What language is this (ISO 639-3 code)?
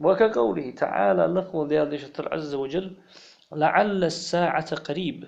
inh